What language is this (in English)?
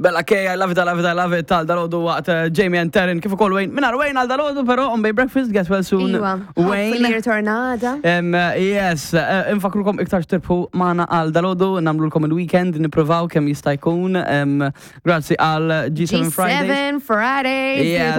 Maltese